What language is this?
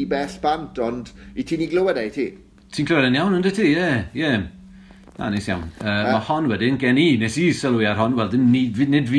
Welsh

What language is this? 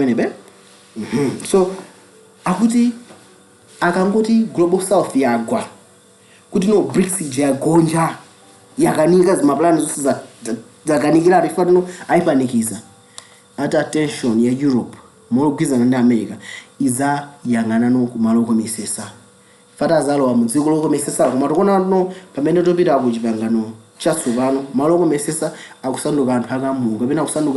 Nyanja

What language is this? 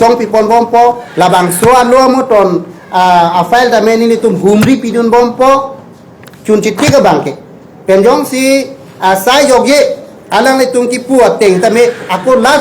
Karbi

